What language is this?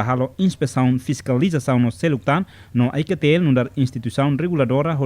Tetum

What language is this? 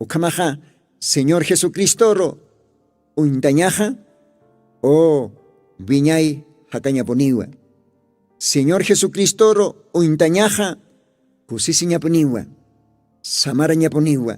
Aymara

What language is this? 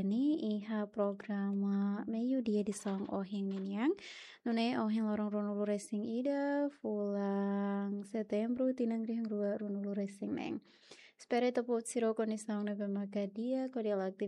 Tetum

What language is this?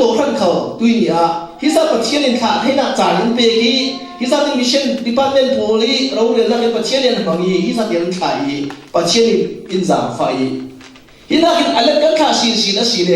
Falam Chin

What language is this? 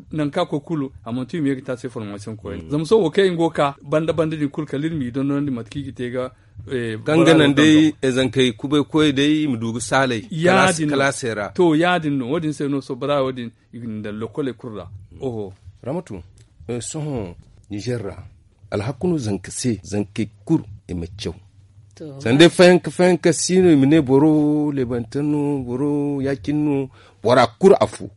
Zarma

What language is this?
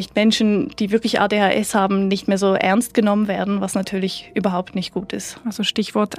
German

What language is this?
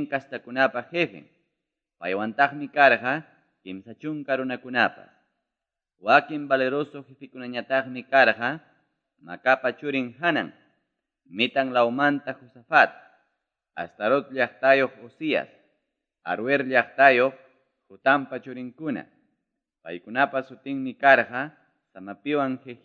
Ayacucho Quechua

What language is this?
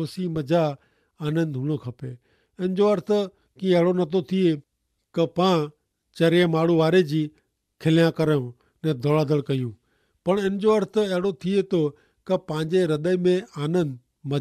Kachhi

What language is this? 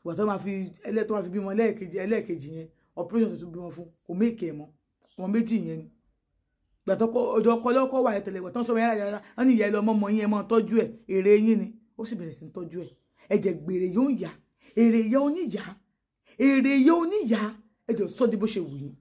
Yoruba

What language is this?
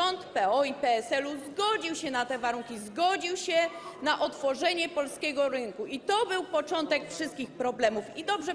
Polish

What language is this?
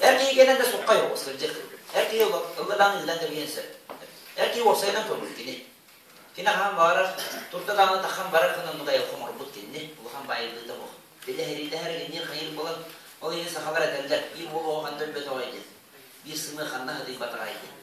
Yakut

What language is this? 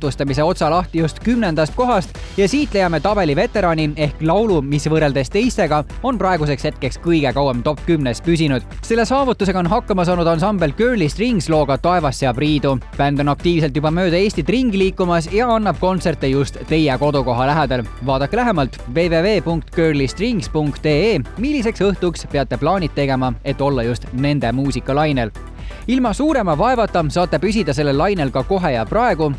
Estonian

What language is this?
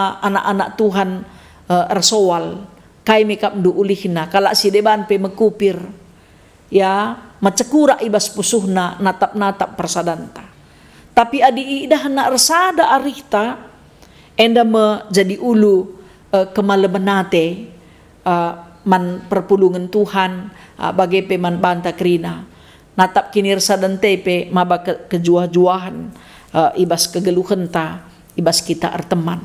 Batak Karo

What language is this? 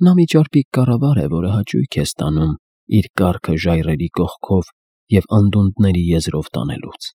Armenian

